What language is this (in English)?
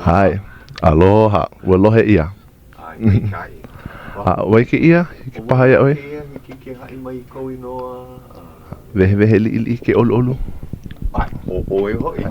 Hawaiian